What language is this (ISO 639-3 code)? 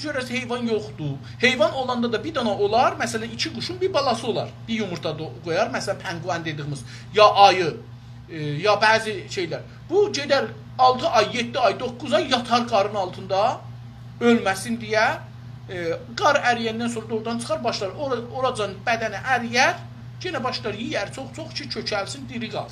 azb